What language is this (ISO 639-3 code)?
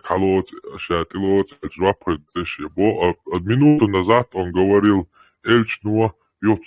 che